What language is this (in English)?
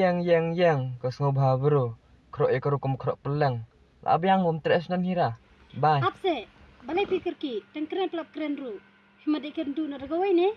Khasi